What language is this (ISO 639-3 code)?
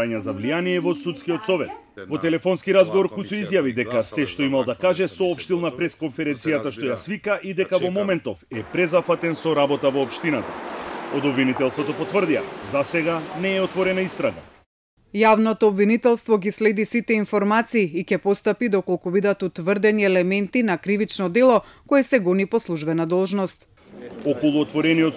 mkd